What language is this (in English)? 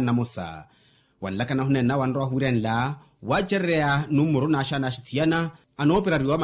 Makhuwa